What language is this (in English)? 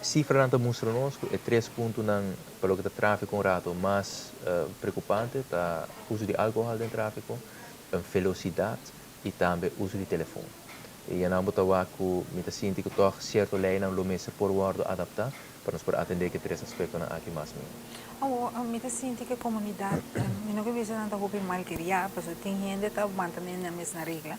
Papiamento